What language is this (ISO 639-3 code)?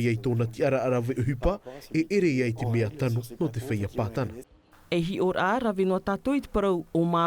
tah